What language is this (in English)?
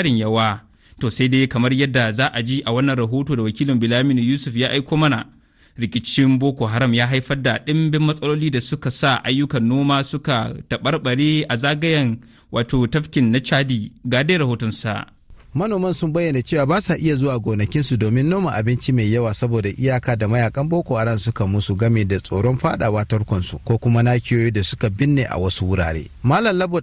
Hausa